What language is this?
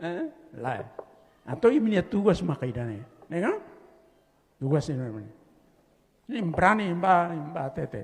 Tetum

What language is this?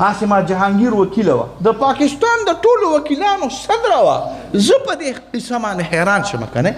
Pashto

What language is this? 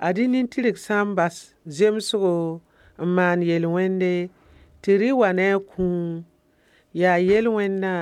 Mossi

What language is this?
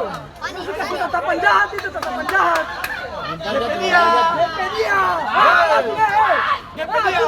Ambonese Malay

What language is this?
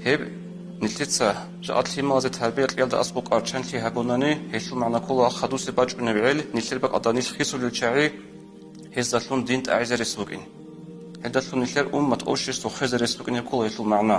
Avaric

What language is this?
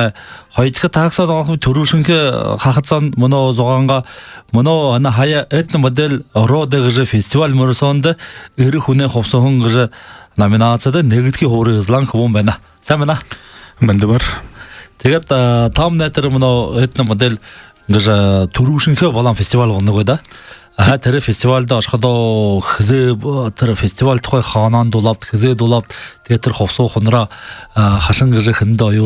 Buriat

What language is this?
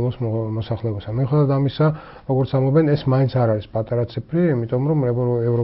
Georgian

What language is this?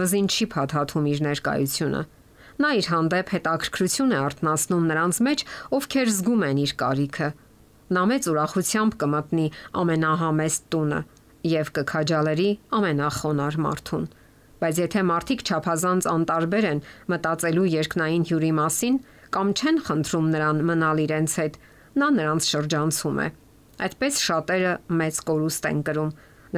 Armenian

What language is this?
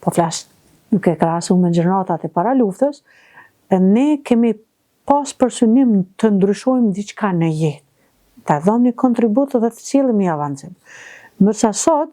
Albanian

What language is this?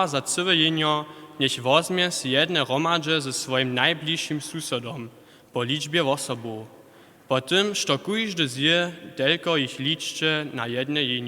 Upper Sorbian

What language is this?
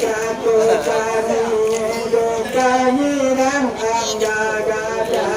Minangkabau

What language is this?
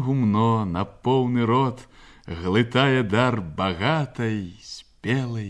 Belarusian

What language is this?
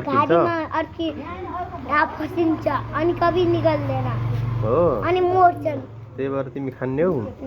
Nepali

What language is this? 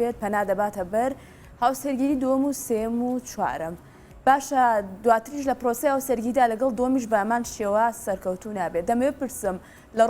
Central Kurdish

